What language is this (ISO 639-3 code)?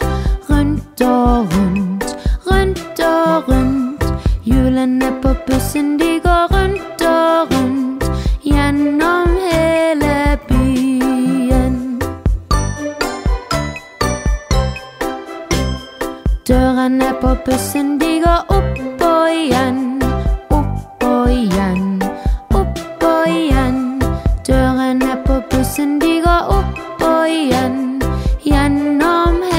nor